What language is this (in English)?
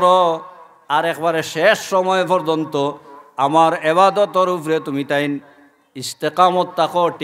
Sylheti